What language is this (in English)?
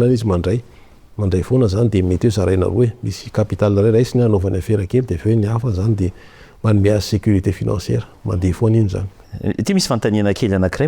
Malagasy